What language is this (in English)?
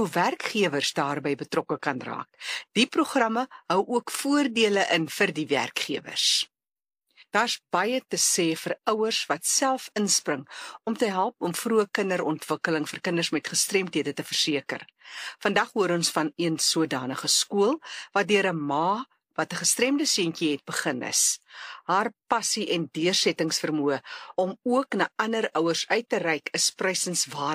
Afrikaans